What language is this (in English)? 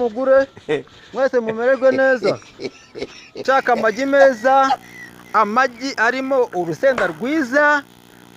Kinyarwanda